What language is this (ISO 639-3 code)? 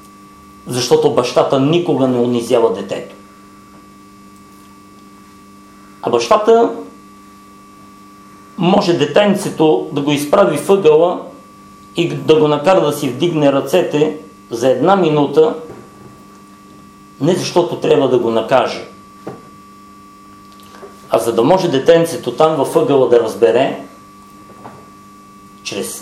bul